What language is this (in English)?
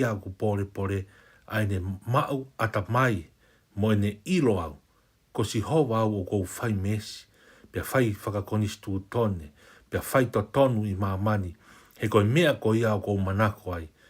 Tongan